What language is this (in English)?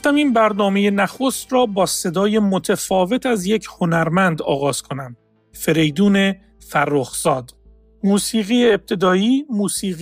Persian